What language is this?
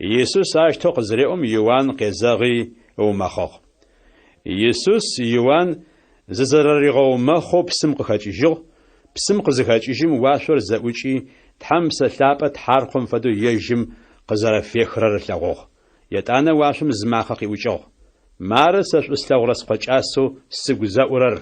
Adyghe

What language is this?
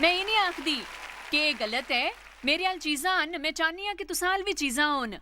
Dogri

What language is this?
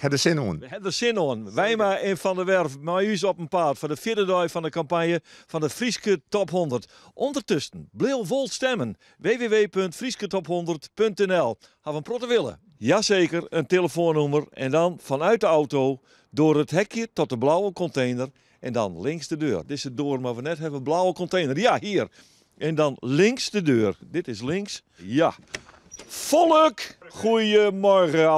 Western Frisian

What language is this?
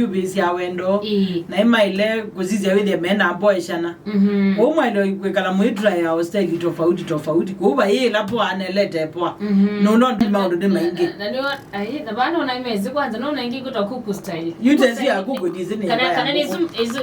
Kamba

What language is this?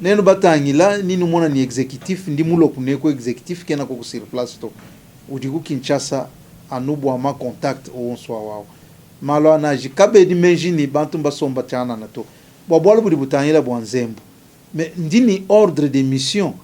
Luba-Lulua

